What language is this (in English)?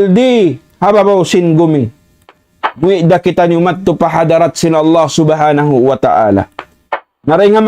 Tausug